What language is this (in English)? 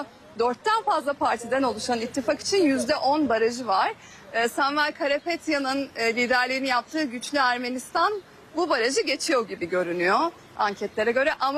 Turkish